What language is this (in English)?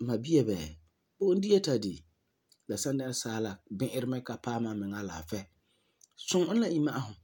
Frafra